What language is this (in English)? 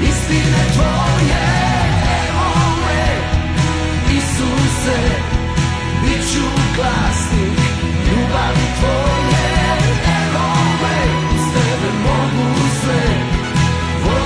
Croatian